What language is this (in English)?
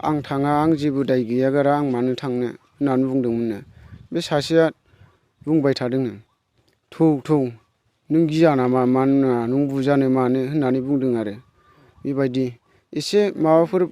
Bodo